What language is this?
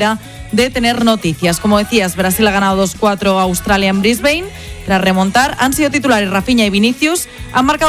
Spanish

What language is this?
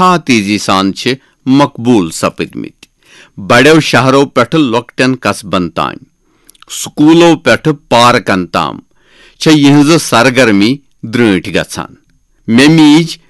Kashmiri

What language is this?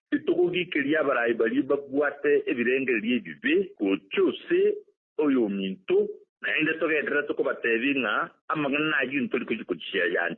Gusii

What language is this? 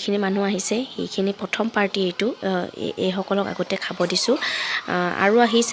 Assamese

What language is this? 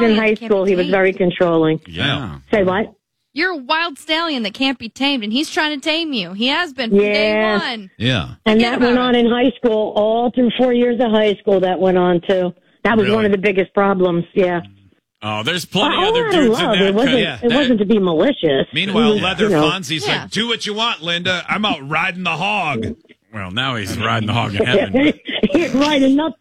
English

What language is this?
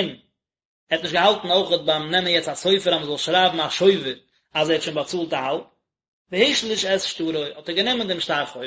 Yiddish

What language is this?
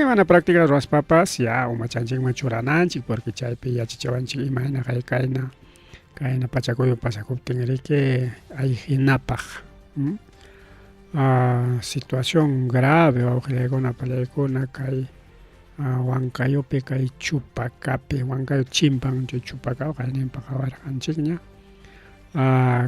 Ayacucho Quechua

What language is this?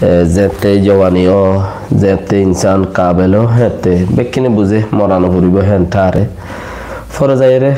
Rohingya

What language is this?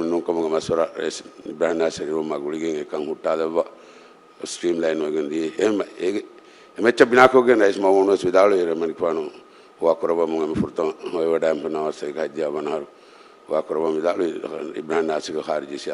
Divehi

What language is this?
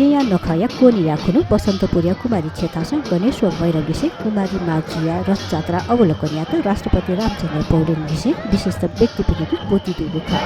Newari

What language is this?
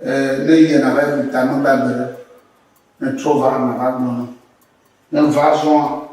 Ewe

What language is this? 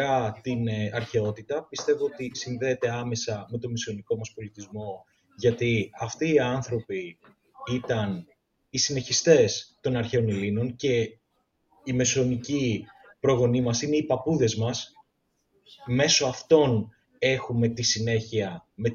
Greek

